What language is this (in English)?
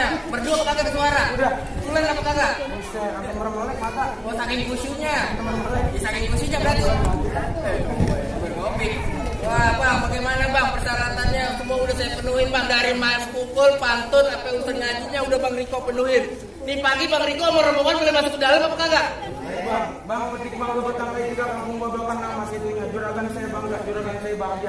Betawi